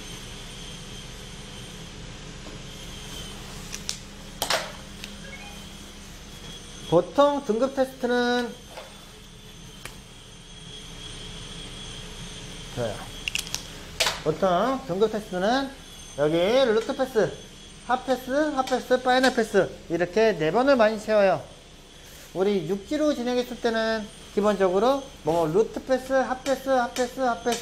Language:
Korean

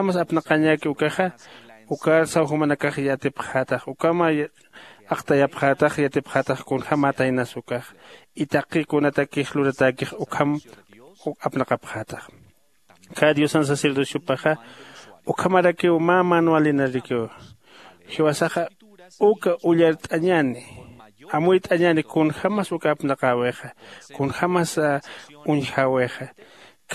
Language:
Aymara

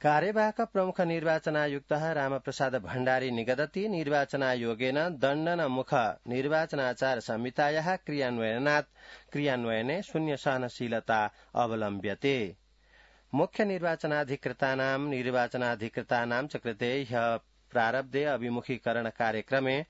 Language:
Sanskrit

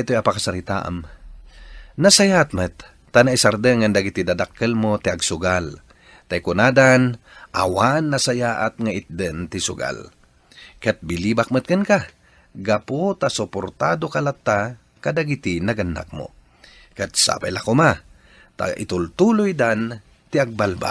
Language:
Iloko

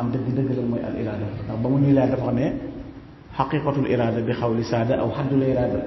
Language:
Wolof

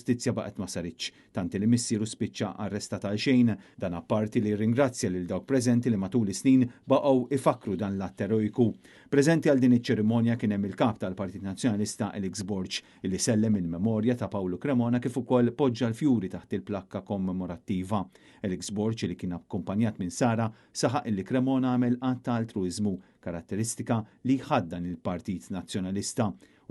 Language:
Maltese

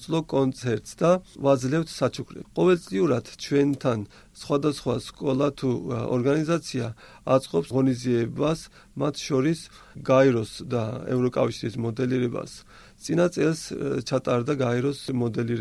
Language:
Georgian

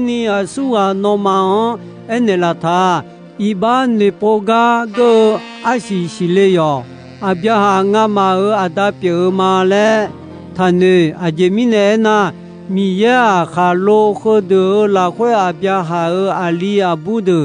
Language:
Akha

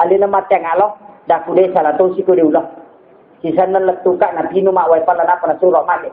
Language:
Buginese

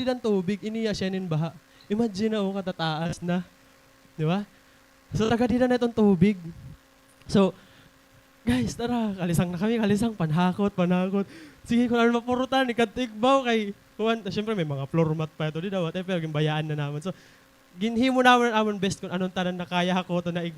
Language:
Waray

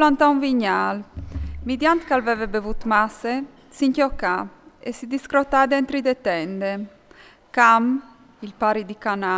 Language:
Friulian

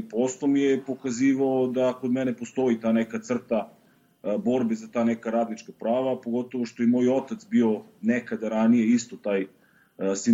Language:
Bosnian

